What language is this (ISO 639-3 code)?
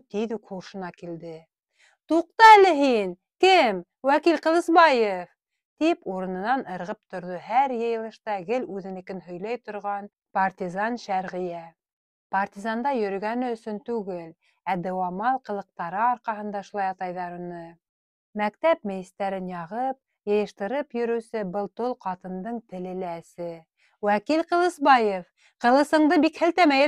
bak